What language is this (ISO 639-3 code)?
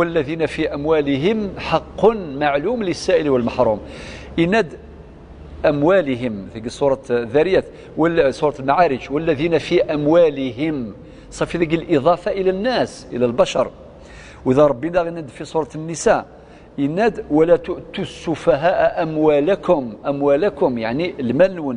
kab